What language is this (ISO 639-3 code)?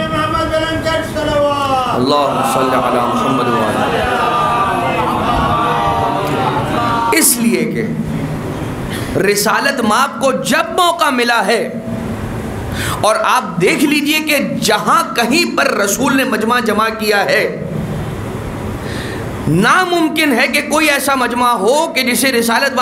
urd